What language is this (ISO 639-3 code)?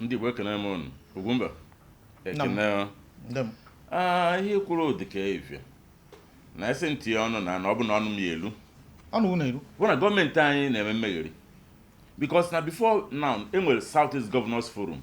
ibo